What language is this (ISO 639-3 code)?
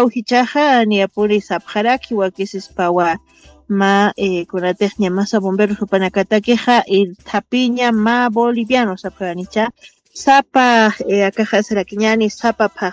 aym